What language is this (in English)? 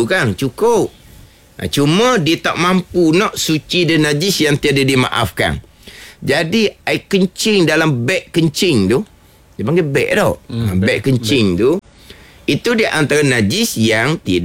Malay